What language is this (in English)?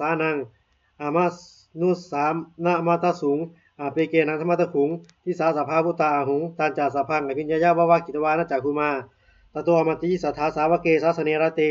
Pali